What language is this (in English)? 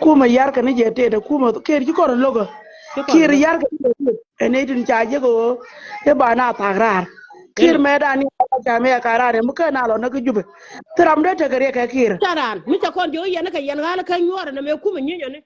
Nuer